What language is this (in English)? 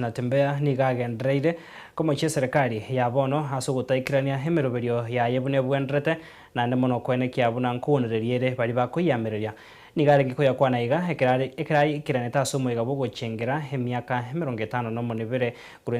Gusii